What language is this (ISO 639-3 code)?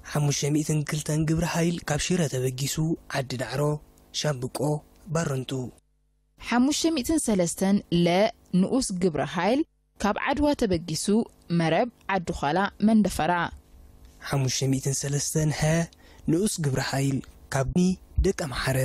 tir